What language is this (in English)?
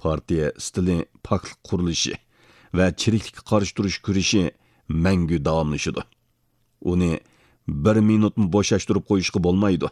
Uyghur